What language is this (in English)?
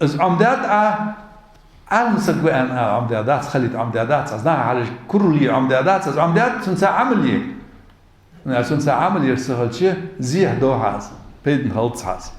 Ingush